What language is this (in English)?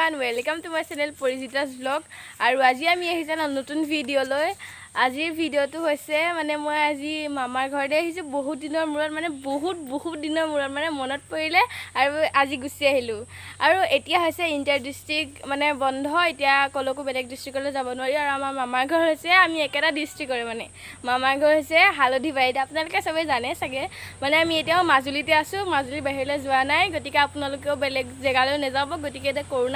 Assamese